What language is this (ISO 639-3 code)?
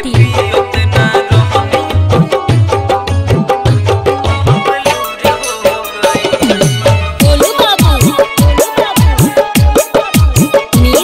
bho